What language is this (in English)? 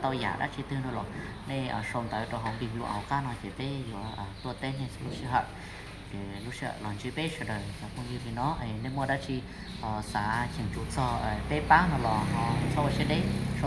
Hmong